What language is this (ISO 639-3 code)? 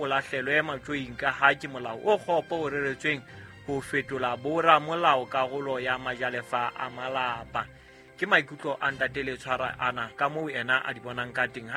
sot